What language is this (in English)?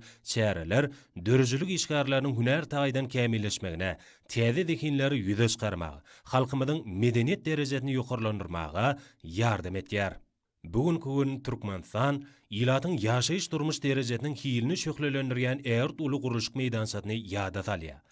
Turkmen